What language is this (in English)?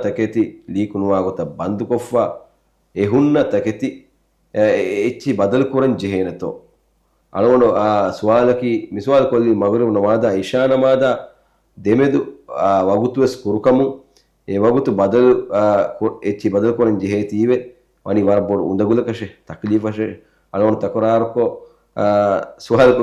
Divehi